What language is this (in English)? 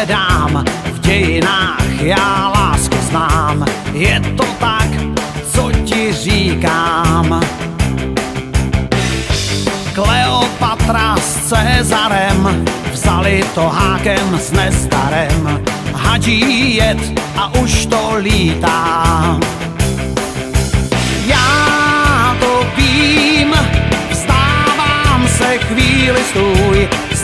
Czech